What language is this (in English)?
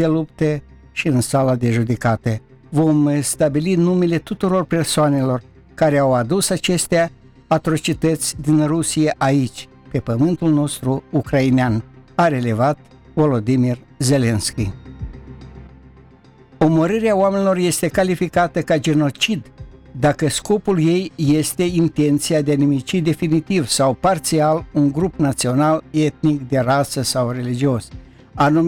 Romanian